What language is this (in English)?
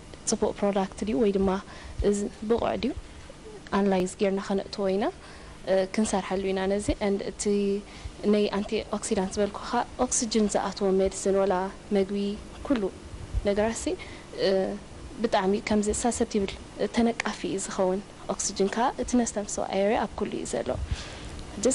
Tigrinya